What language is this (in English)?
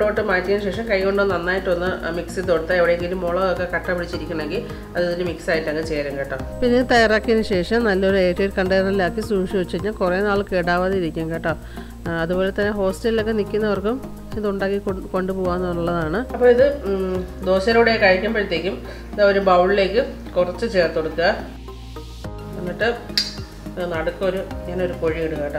Malayalam